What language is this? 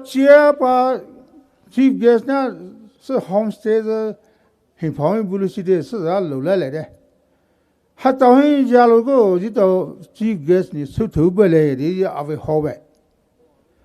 Poumei Naga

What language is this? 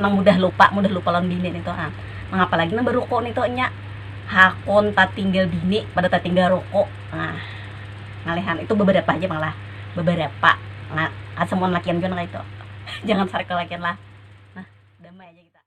Banjar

